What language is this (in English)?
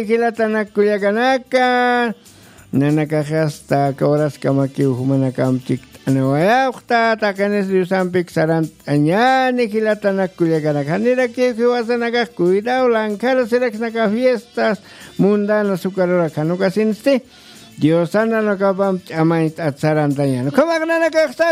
Aymara